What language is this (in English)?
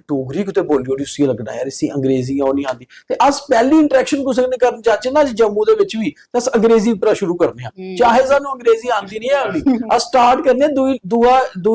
Dogri